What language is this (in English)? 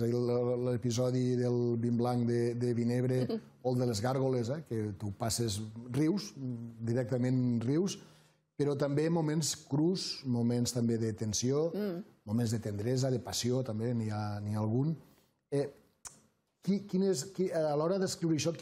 Catalan